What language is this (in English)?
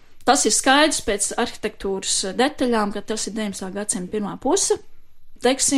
Latvian